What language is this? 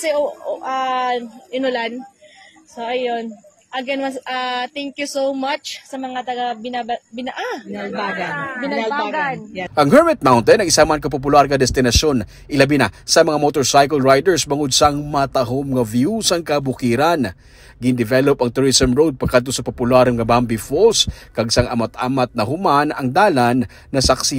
Hiligaynon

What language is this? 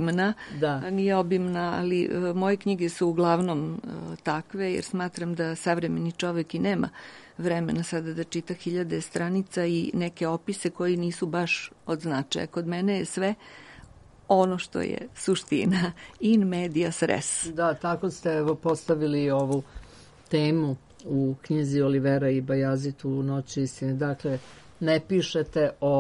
Serbian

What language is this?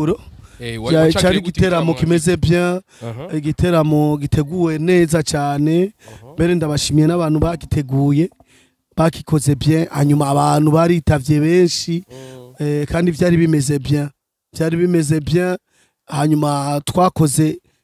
Rundi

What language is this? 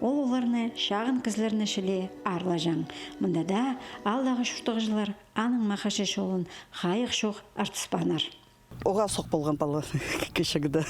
Khakas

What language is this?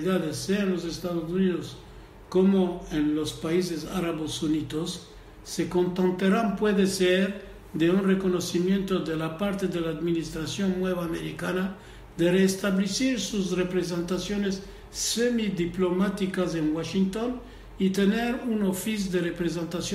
Ladino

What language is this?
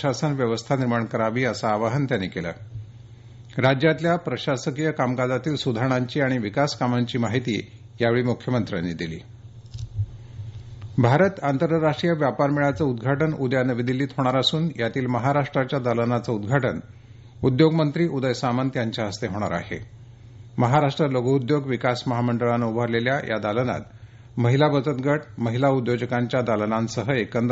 Marathi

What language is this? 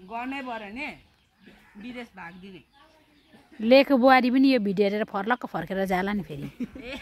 Nepali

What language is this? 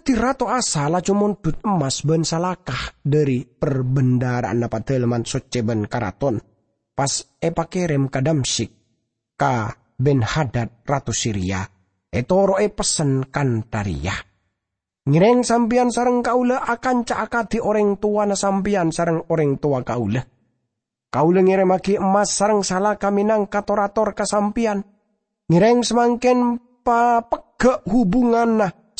Madurese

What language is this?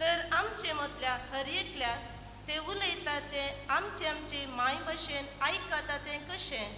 Konkani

